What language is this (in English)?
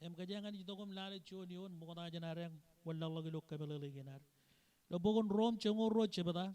Marshallese